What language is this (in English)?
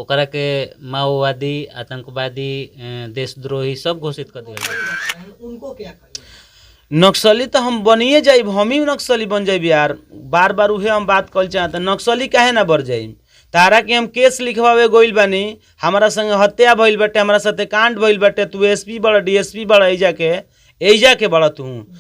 Bhojpuri